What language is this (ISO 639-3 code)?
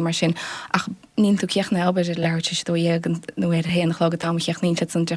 gle